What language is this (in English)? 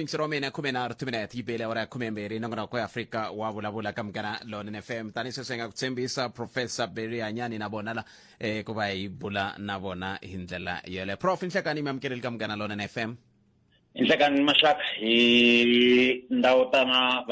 Tsonga